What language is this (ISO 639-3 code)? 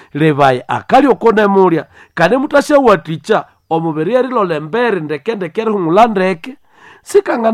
nnb